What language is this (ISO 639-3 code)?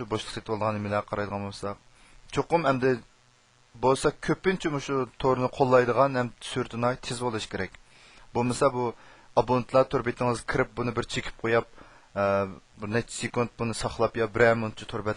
uig